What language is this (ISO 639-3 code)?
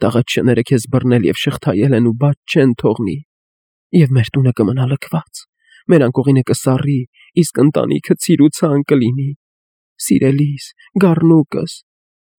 hye